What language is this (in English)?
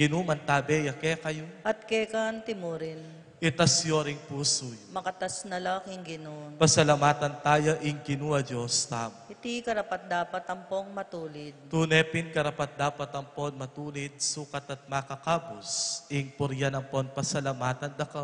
Pampanga